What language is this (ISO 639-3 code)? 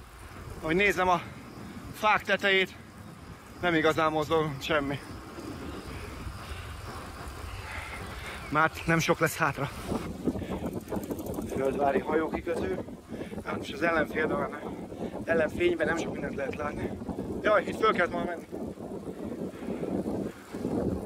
hun